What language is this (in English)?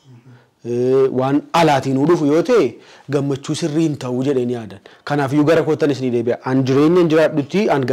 Oromo